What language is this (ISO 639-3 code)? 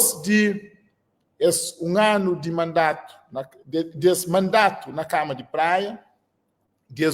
kea